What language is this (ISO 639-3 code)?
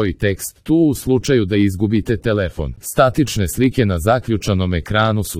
srp